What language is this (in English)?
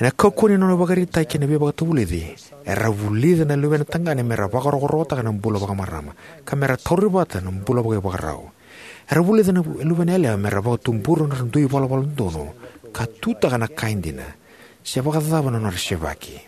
Fijian